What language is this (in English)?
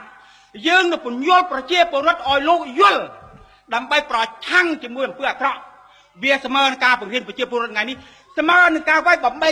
Khmer